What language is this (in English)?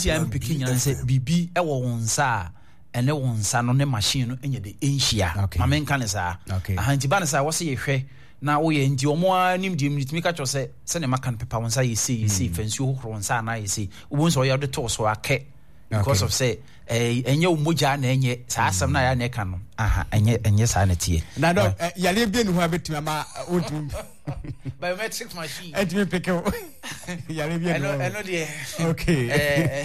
Akan